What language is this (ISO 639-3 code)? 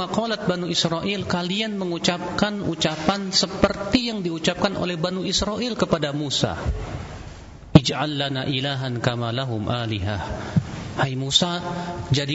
ind